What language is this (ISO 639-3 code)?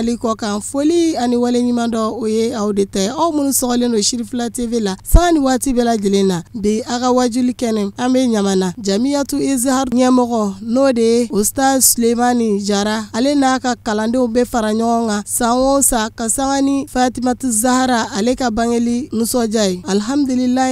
bam